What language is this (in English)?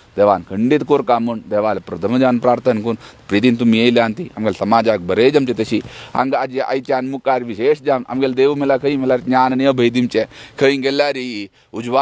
Konkani